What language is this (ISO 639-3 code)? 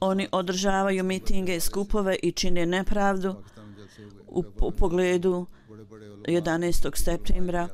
bos